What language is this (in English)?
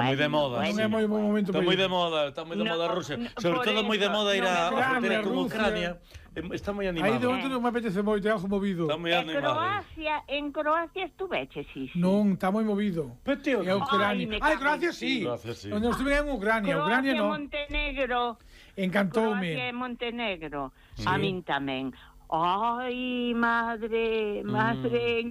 Galician